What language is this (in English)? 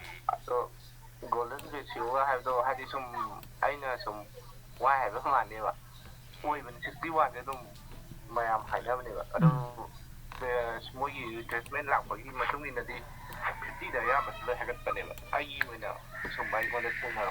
Manipuri